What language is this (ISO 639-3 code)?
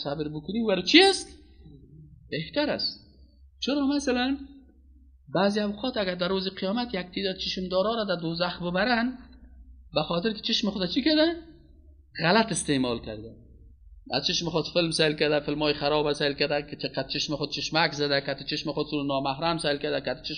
fas